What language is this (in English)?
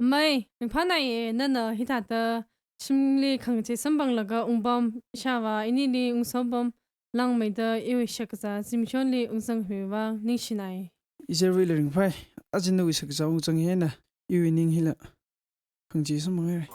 Tangkhul Naga (India)